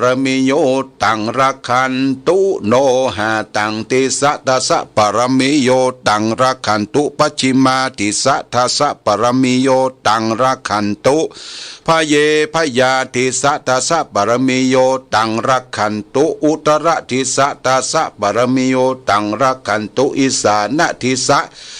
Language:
Pali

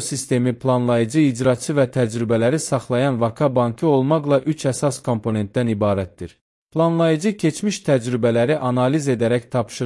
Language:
Azerbaijani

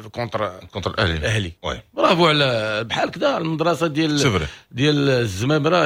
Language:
Moroccan Arabic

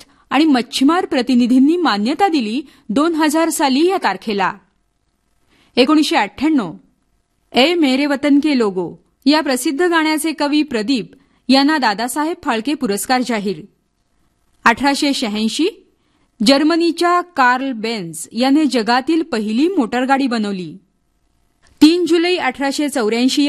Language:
Marathi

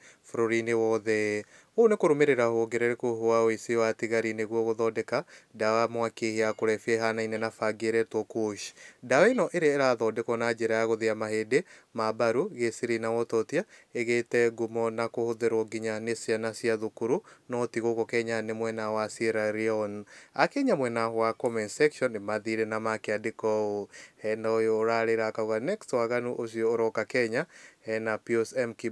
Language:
Kikuyu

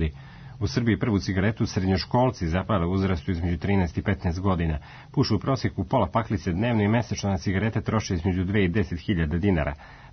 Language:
Serbian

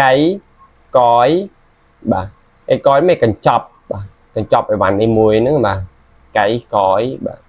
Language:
Khmer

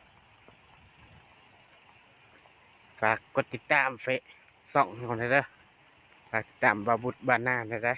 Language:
Lao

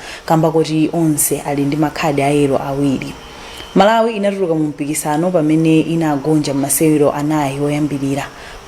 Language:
Nyanja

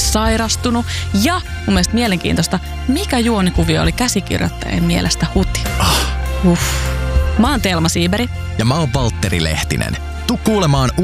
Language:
Finnish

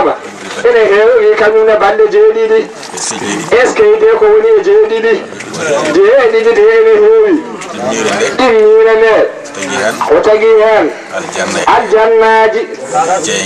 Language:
Fula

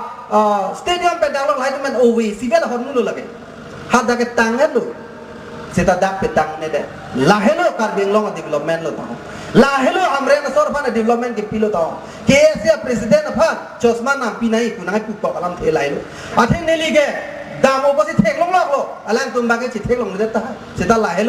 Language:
Karbi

